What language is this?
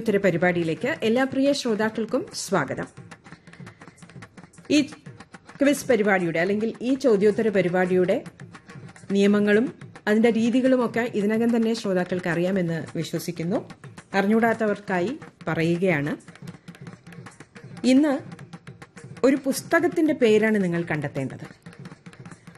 Malayalam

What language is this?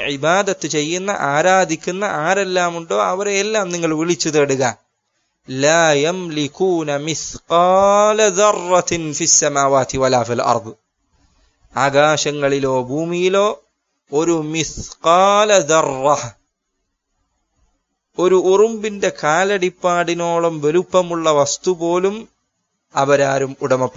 Malayalam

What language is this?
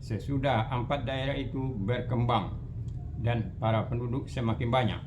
Minangkabau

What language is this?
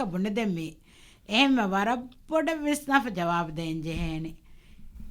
Divehi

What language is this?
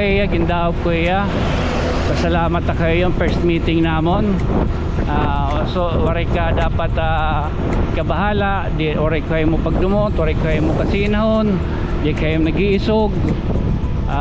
Waray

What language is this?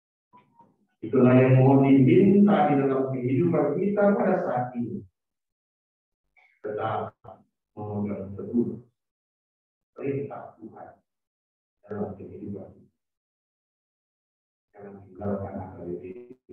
Indonesian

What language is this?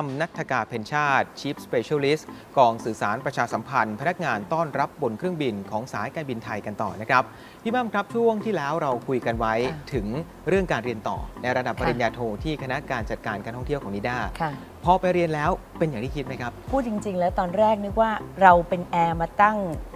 Thai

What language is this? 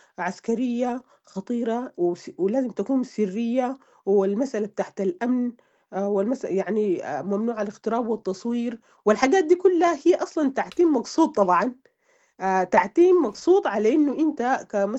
Sudanese Arabic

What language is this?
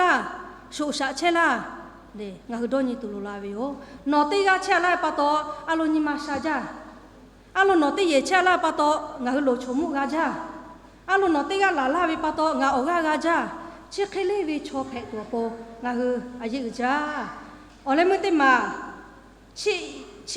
Lahu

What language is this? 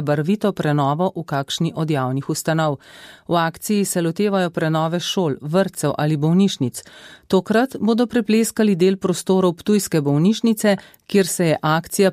Slovenian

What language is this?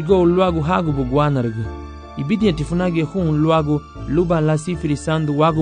Garifuna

